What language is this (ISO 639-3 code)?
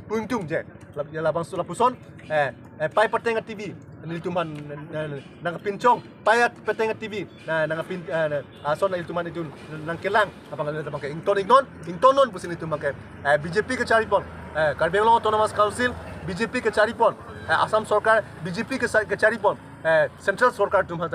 mjw